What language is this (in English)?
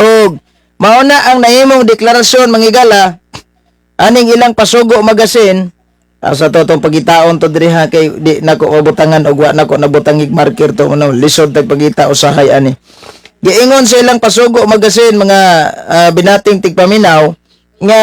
Cebuano